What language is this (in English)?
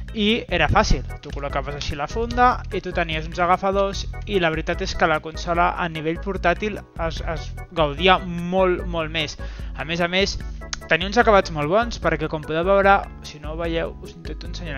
Catalan